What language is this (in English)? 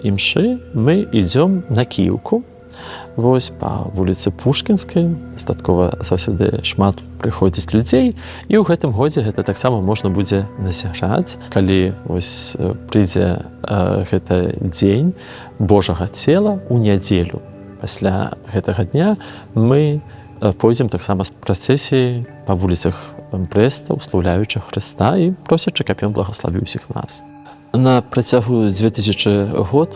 Belarusian